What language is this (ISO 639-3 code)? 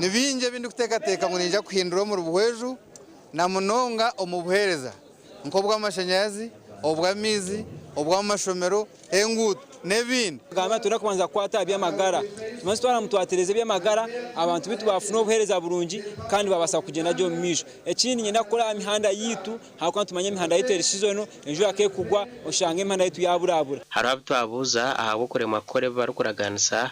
nyn